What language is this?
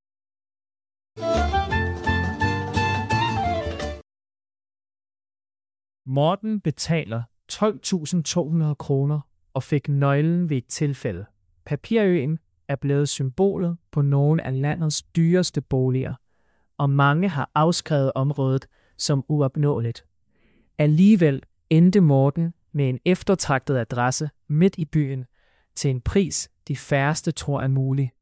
Danish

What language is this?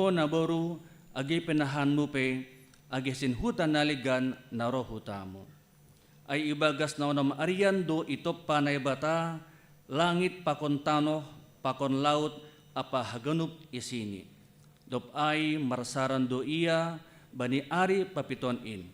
Batak Simalungun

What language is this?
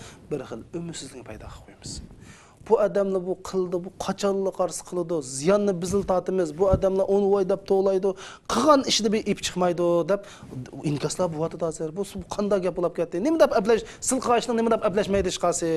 Uyghur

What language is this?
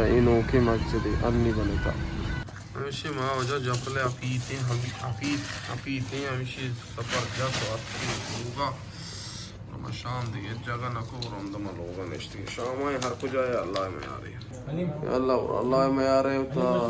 Baluchi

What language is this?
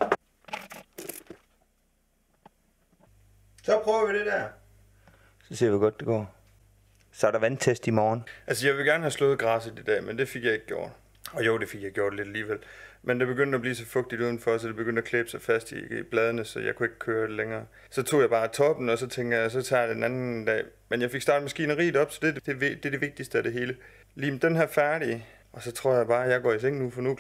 Danish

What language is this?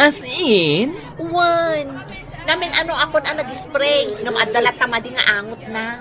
Iloko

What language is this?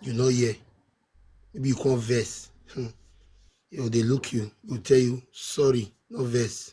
Nigerian Pidgin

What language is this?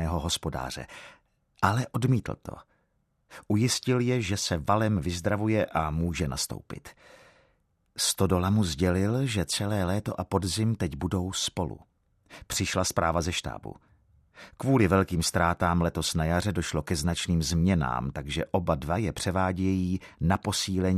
Czech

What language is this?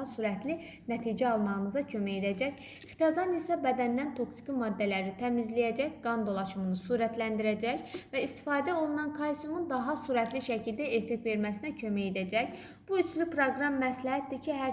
Azerbaijani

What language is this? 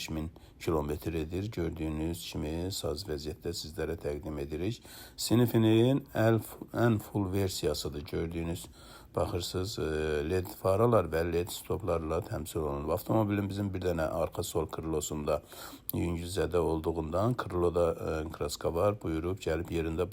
Azerbaijani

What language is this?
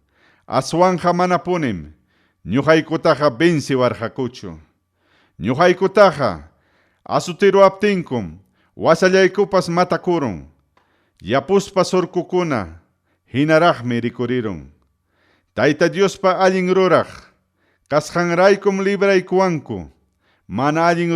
Ayacucho Quechua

